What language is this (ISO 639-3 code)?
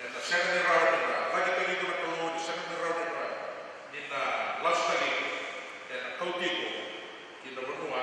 fij